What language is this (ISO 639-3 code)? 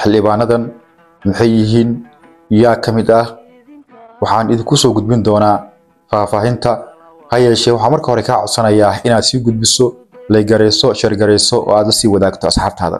som